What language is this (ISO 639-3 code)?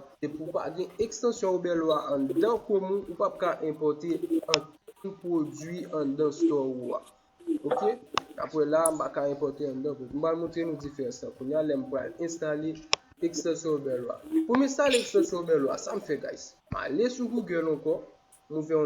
hat